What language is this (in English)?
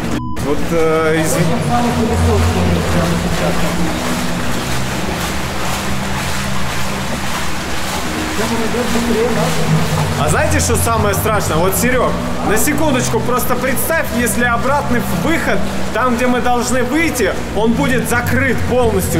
Russian